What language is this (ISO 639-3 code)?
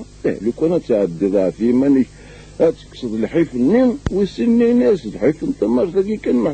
kab